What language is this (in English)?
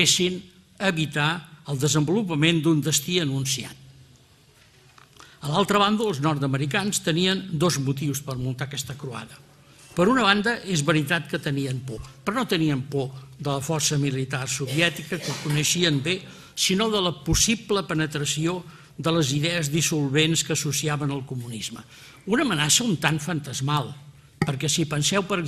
Catalan